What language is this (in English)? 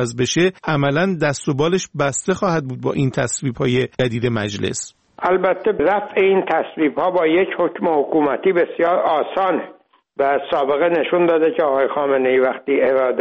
Persian